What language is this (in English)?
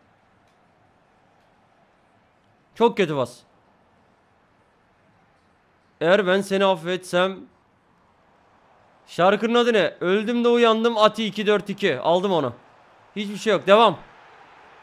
Turkish